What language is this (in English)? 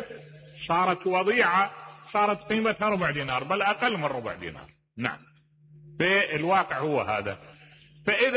Mesopotamian Arabic